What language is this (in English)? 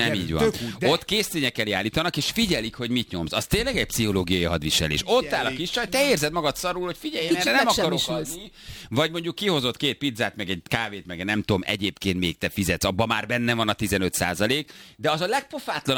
Hungarian